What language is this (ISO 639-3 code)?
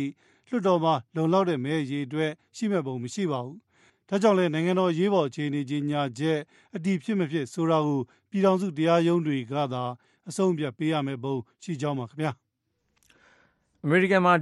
mya